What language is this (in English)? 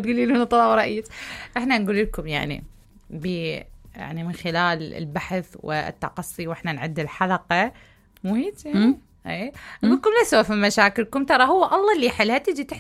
Mesopotamian Arabic